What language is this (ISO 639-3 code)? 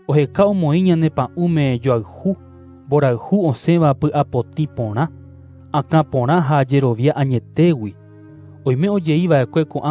grn